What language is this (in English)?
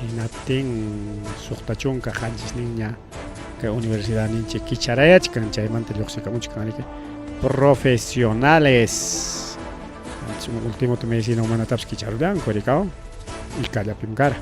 Ayacucho Quechua